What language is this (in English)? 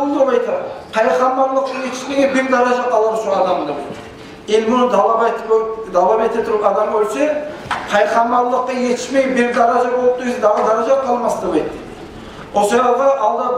Kumyk